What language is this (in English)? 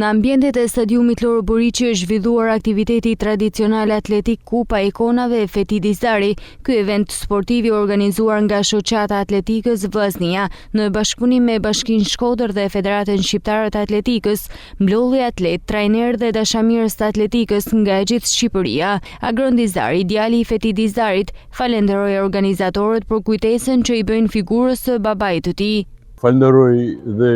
Albanian